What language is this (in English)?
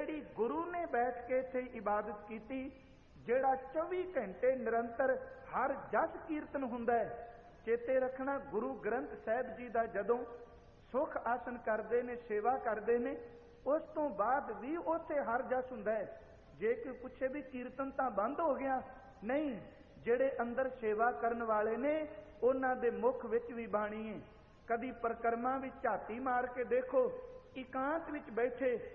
Punjabi